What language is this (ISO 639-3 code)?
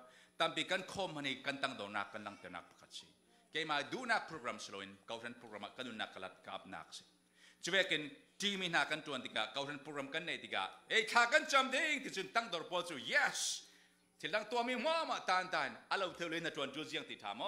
cfm